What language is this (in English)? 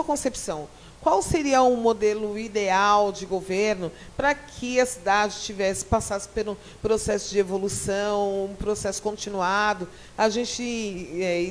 Portuguese